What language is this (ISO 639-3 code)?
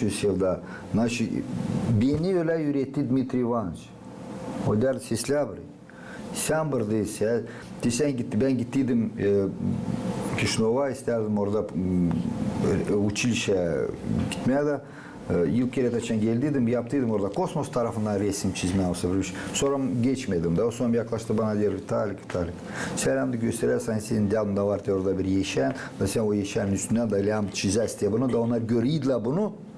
gag